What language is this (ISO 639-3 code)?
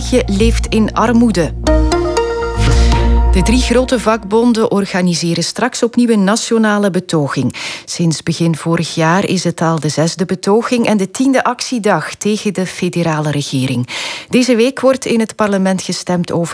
nld